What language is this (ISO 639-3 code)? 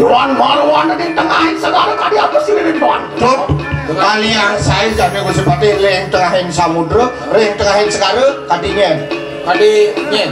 ban